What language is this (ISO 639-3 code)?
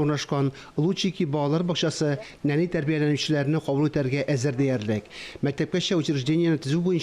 tat